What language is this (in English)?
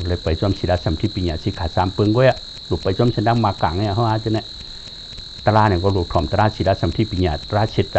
Shan